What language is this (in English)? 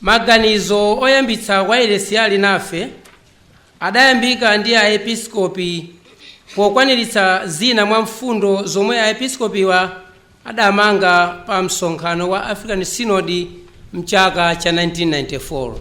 Nyanja